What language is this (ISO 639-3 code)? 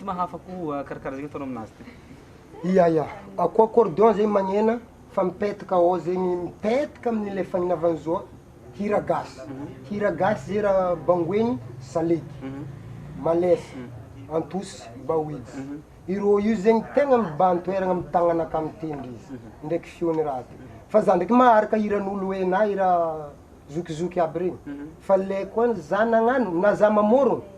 mlg